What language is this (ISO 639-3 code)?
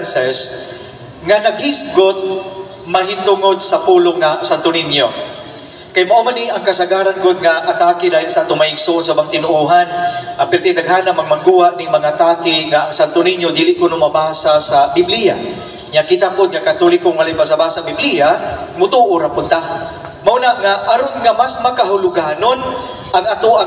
ceb